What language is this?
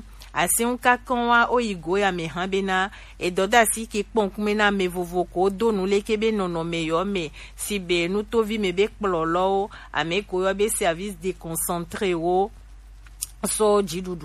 Gen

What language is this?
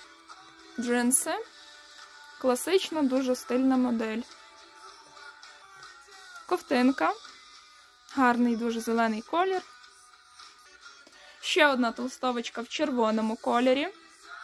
Ukrainian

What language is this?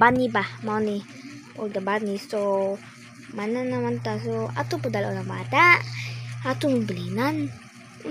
Cebuano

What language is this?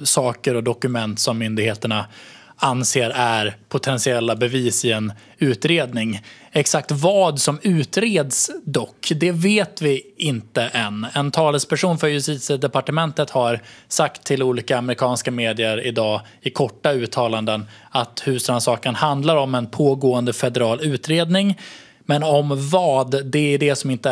Swedish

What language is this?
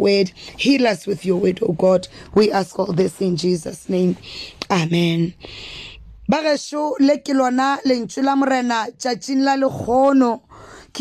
Northern Sotho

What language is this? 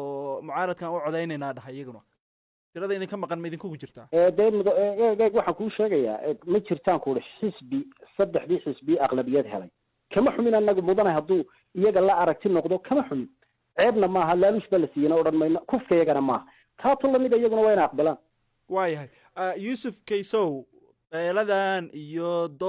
Somali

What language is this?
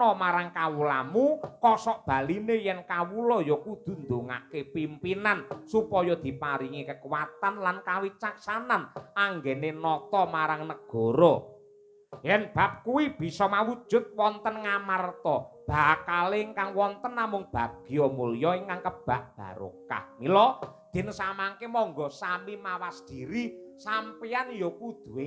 Javanese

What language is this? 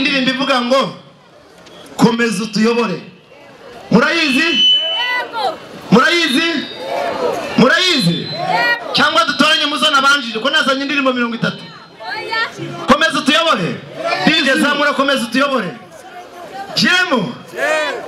Kinyarwanda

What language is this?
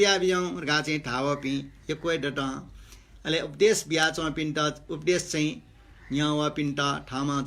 Newari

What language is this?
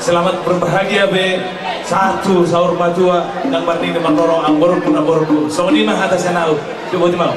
Batak Toba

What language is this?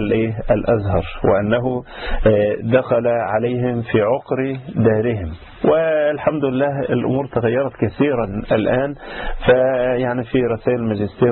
Arabic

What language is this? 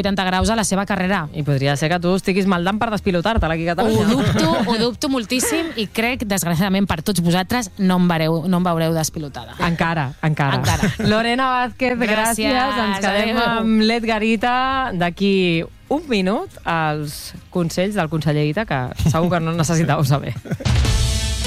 Catalan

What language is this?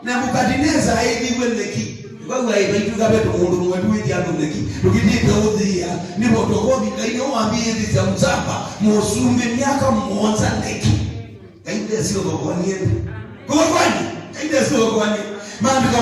Kamba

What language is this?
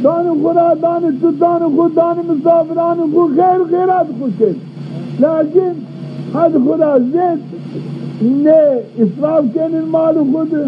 Zaza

